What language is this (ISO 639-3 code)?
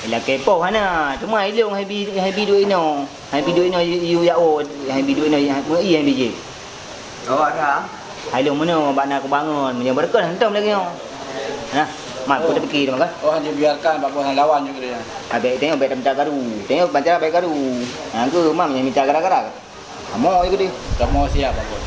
ace